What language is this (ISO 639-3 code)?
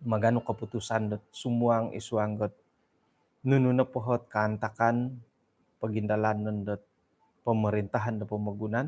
dtp